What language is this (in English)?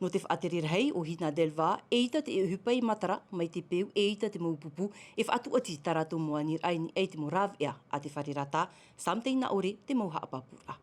Tahitian